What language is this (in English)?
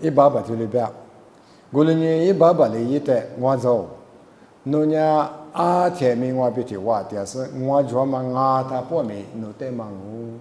Lisu